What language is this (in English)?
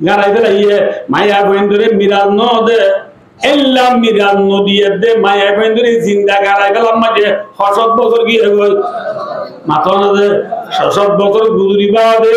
Rohingya